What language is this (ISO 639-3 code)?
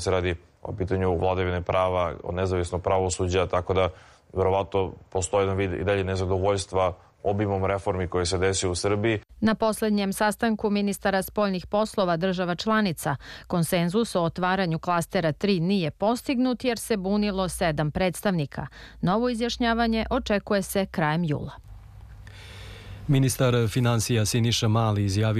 srp